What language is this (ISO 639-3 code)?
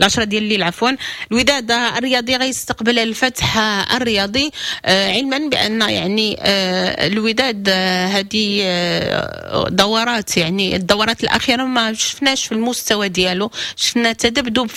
ary